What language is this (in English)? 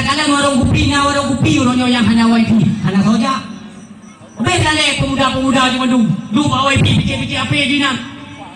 Achinese